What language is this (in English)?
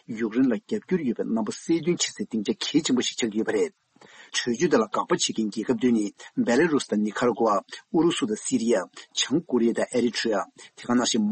Tibetan